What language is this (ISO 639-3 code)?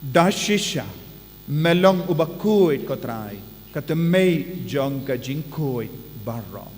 kha